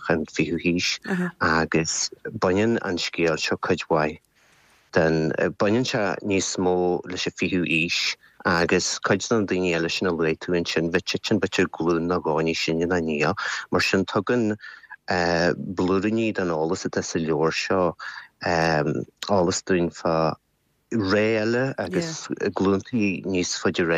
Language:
Irish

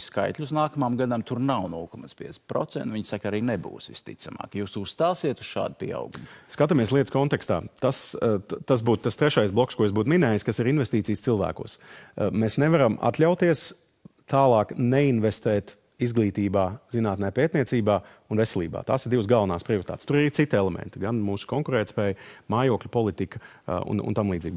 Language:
Latvian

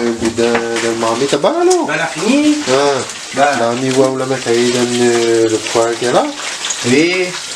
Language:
Réunion Creole French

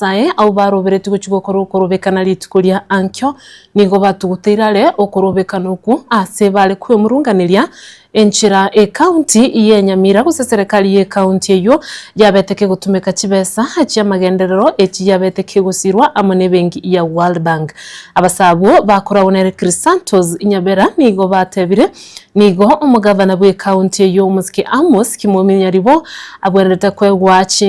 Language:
Gusii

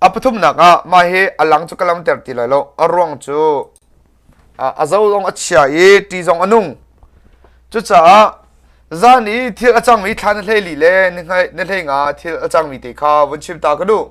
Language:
Hakha Chin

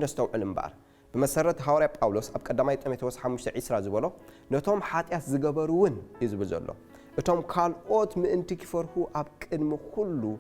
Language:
Tigrinya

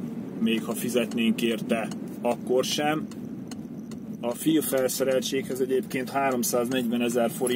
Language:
Hungarian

